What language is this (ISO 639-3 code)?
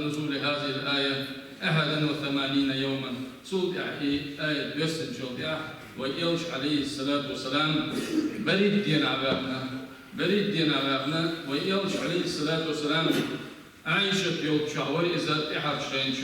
che